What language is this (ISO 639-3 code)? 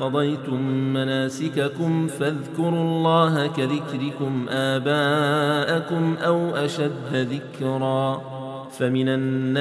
ara